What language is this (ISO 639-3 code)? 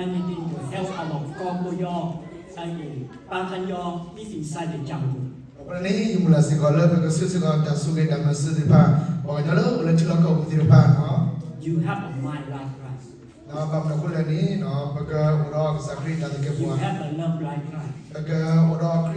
ksw